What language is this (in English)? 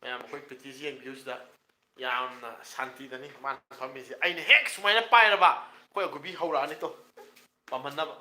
Manipuri